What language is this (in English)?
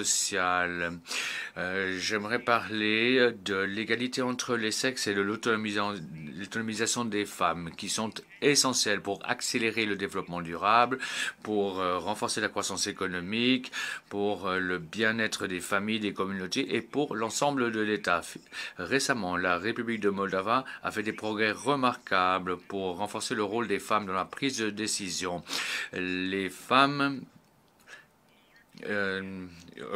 French